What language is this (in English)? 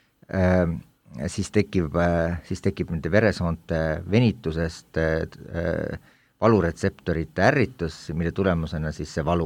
Estonian